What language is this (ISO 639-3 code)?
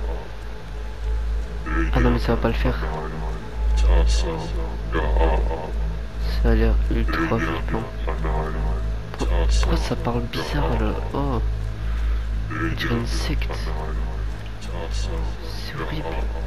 fra